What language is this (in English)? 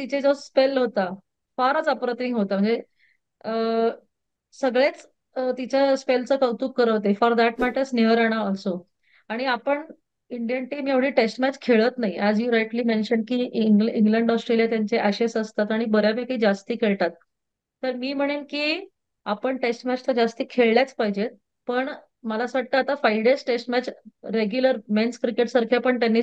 Marathi